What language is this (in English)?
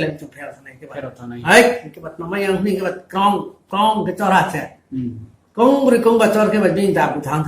Riang (India)